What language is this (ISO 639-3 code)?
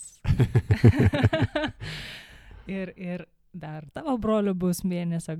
lit